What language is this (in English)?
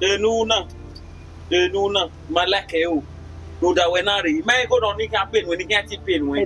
Bini